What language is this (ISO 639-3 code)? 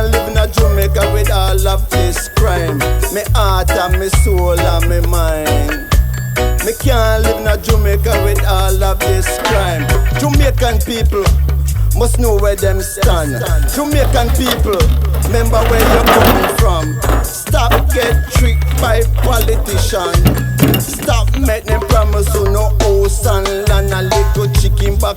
jam